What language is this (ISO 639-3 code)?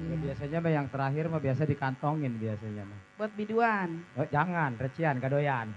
bew